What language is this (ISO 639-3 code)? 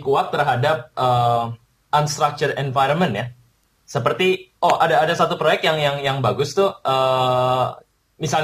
ind